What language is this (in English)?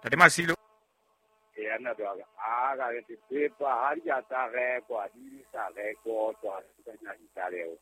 Southern Sotho